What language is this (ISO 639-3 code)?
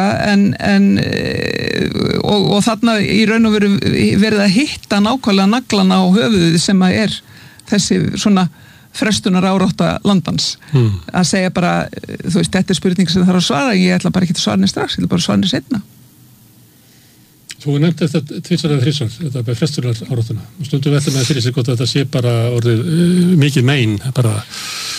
isl